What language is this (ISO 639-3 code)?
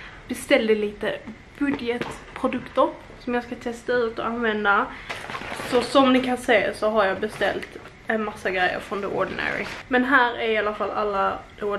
swe